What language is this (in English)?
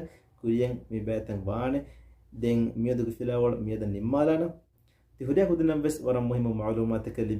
Divehi